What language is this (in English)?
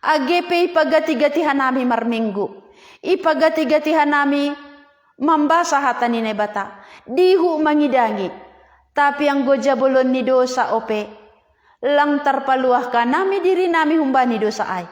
Batak Simalungun